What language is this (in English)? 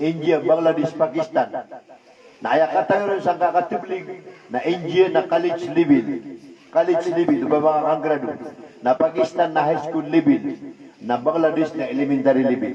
Maranao